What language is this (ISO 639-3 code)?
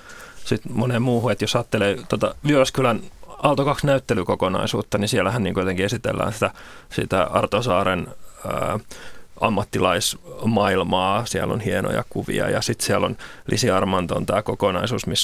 fin